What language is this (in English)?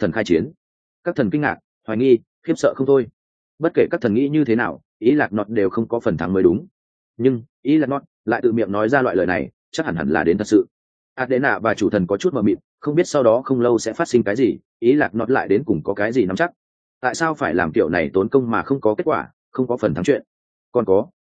Vietnamese